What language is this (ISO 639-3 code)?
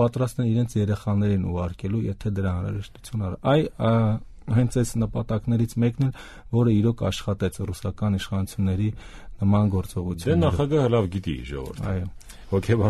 hye